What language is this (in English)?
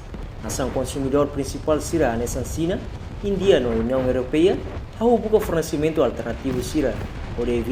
Tetum